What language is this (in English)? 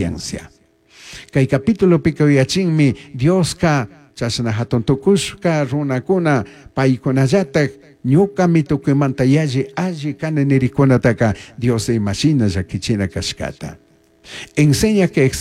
Chimborazo Highland Quichua